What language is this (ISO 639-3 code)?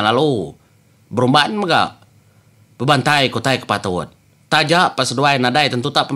iba